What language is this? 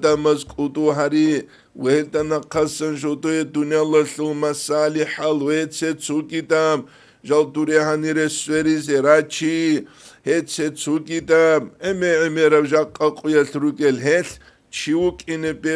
Avaric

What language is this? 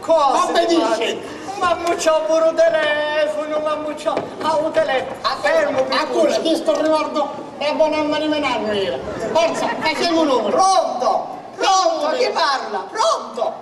Sicilian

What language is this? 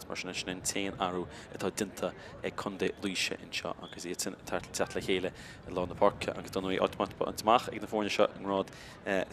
Irish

